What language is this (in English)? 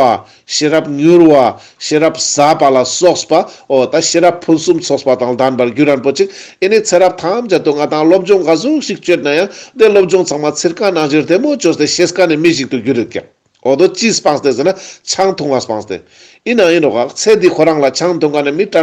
Ladakhi